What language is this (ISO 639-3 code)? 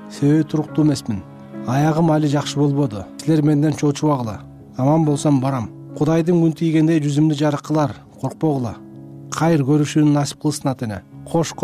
kir